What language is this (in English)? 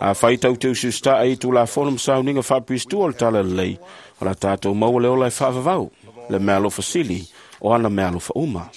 Samoan